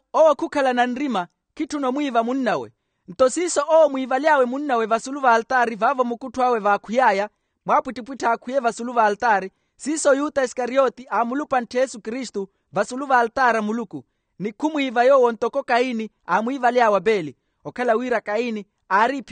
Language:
Makhuwa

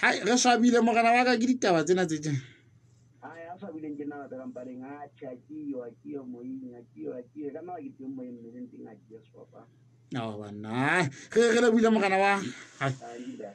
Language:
Southern Sotho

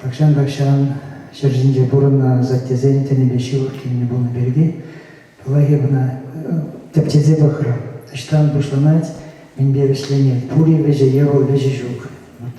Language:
Chuvash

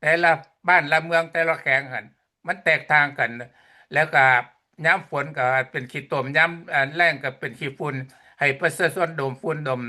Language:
Lao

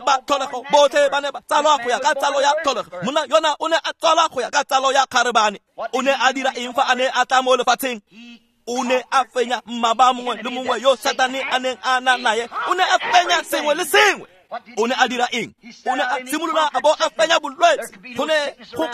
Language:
Tswana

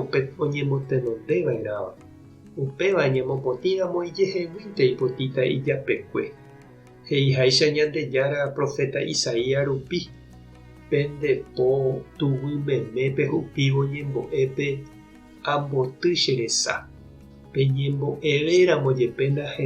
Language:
Guarani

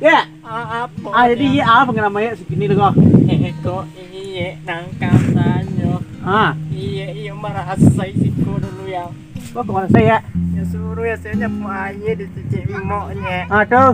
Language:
Minangkabau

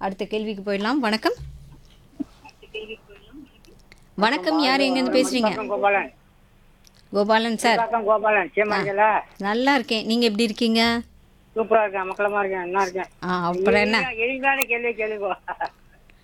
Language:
Tamil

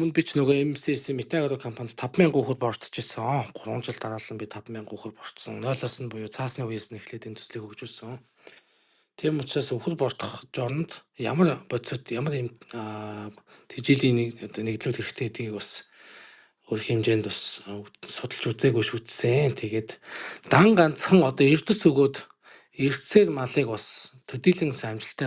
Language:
Mongolian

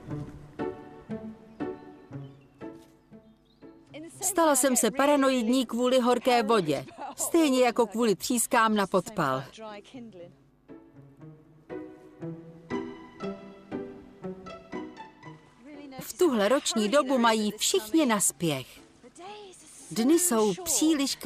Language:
Czech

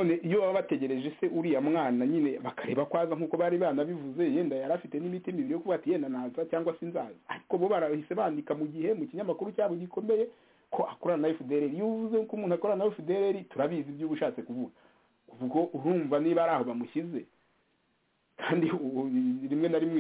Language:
Kinyarwanda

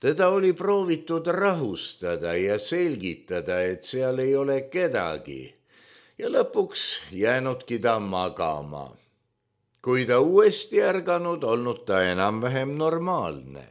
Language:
Estonian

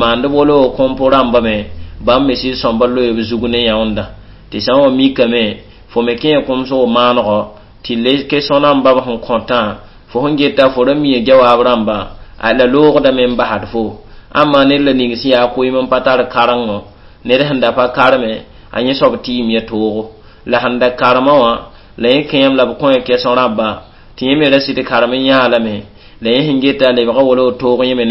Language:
Mossi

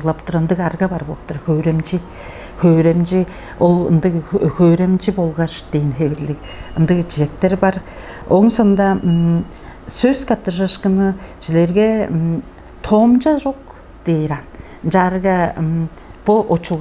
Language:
Tuvinian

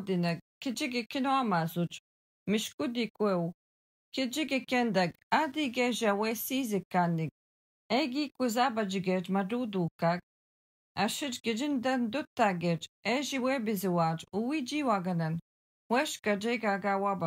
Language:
Algonquin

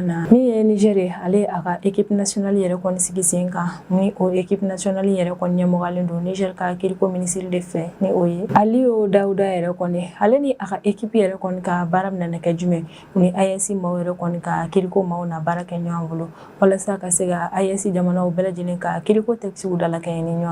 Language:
Bambara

